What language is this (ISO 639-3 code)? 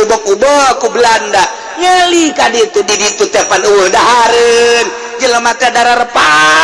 sun